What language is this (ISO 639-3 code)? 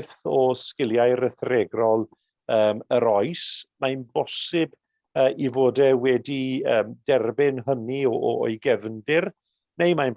cym